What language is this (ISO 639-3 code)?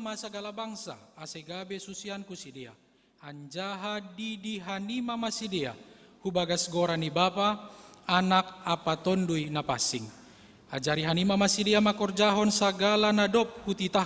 bts